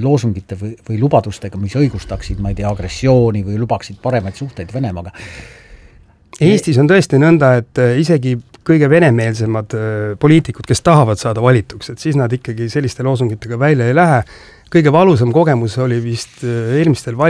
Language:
Estonian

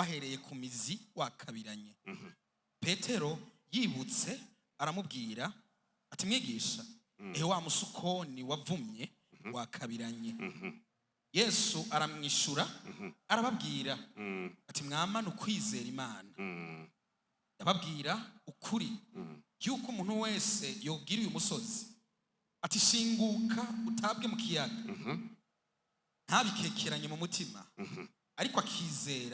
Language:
Rundi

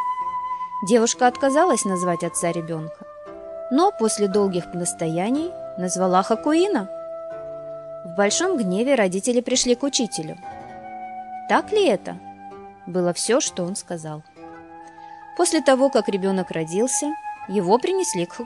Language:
Russian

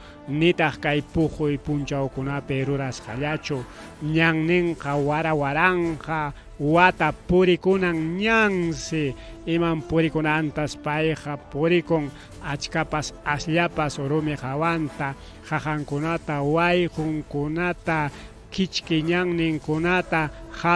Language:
Ayacucho Quechua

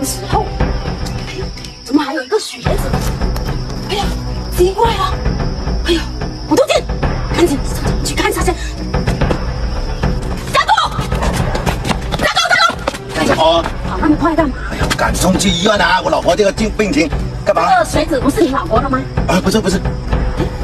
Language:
Chinese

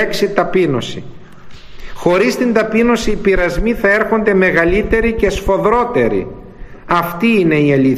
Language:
Greek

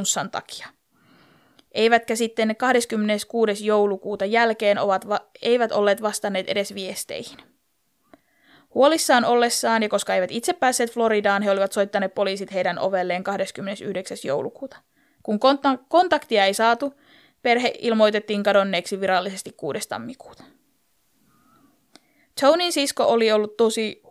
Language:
Finnish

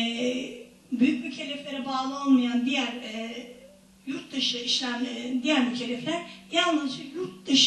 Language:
Turkish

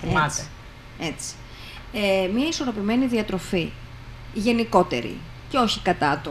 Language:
Greek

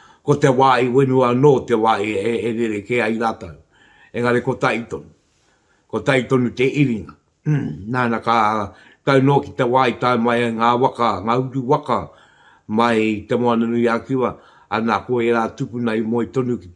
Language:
Māori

